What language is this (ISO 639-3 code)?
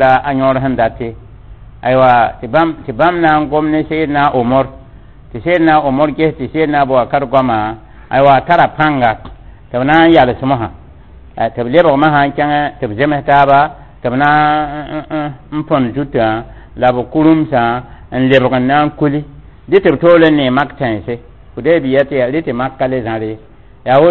mos